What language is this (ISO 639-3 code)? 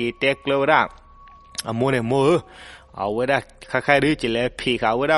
ksw